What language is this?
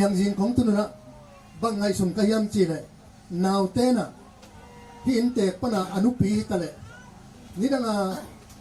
Tedim Chin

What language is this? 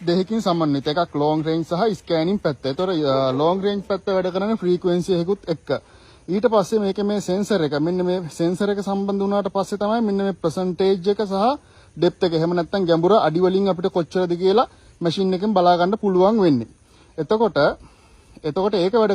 Sinhala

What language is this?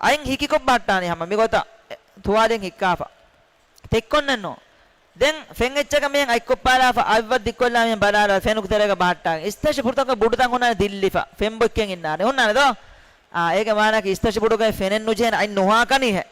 Divehi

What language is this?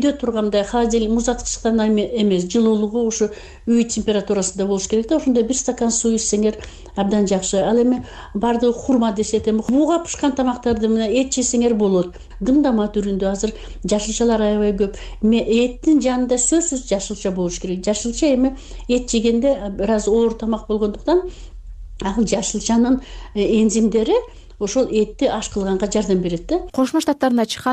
Kyrgyz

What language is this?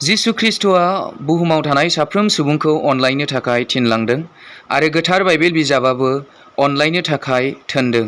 Bodo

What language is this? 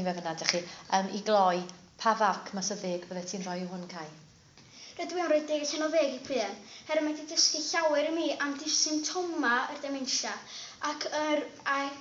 Welsh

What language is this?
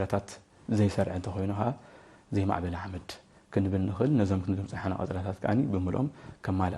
Tigrinya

